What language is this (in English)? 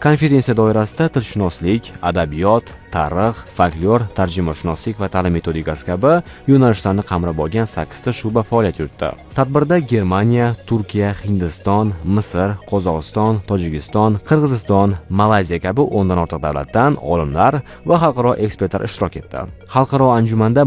Uzbek